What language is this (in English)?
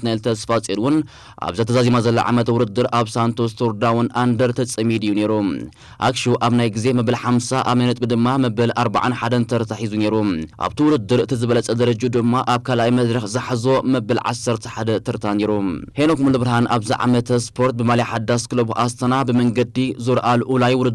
Tigrinya